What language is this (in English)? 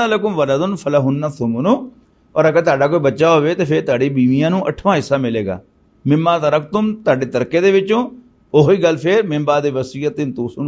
Western Panjabi